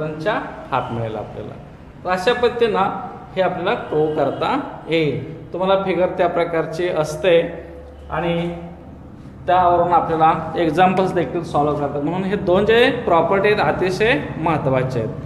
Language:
Marathi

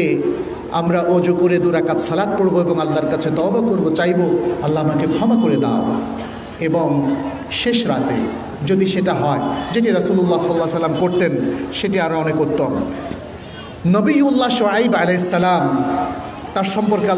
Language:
Bangla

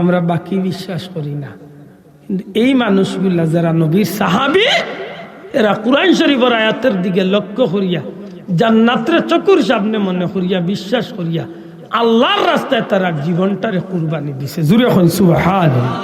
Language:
Sylheti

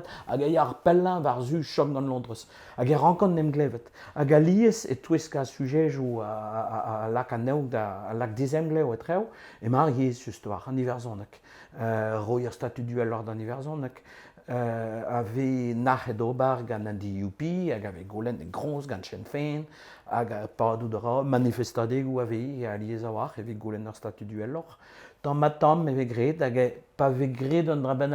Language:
Breton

